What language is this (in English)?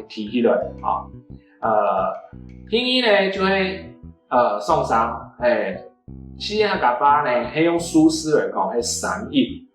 Hakka Chinese